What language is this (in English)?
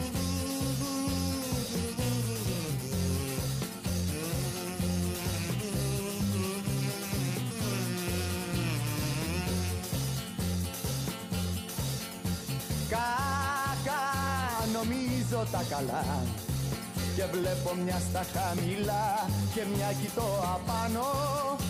Greek